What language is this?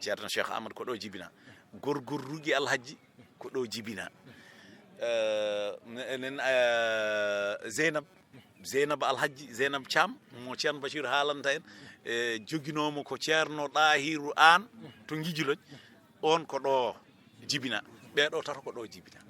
Fula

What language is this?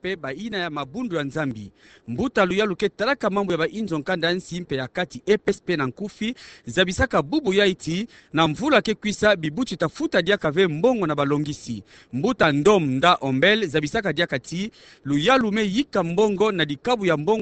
Kituba (Democratic Republic of Congo)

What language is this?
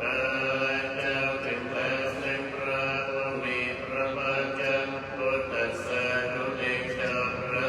Pali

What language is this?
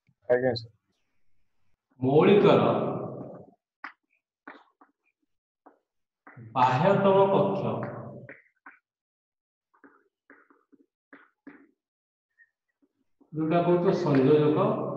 Odia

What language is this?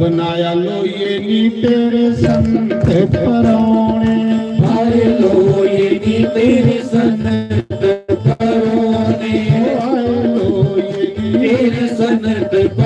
Dogri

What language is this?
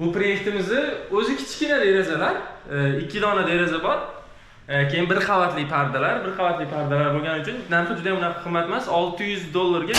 Uzbek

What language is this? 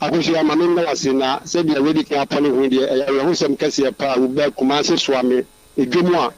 Akan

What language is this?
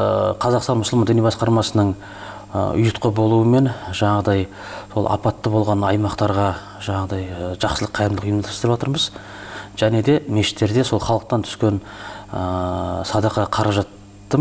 Kazakh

